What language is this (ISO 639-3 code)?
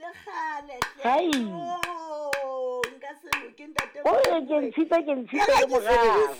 sot